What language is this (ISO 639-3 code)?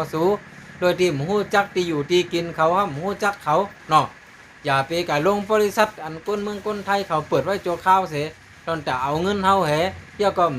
shn